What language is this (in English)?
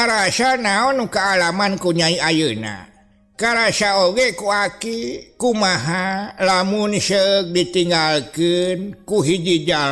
Sundanese